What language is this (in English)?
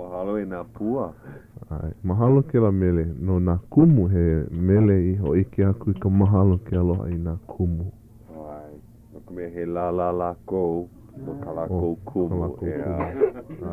Hawaiian